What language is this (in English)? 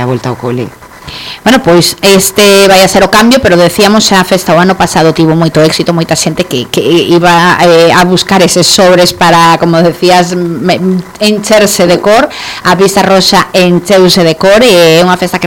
Galician